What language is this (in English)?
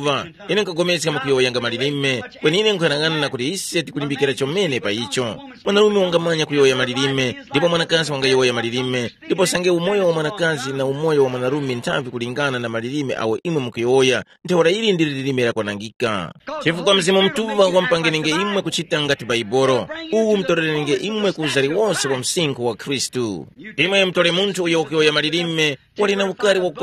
Tumbuka